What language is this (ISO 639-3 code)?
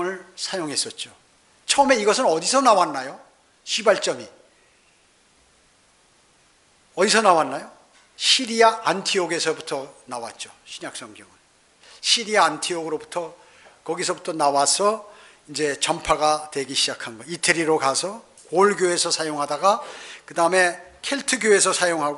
kor